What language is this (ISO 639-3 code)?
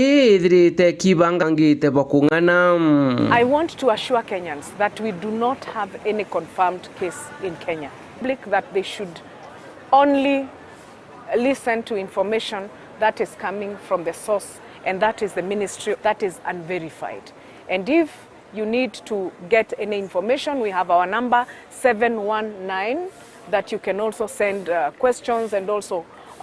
mer